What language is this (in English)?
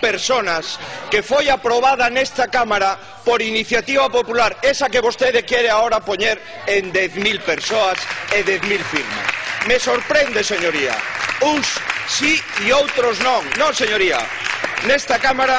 Galician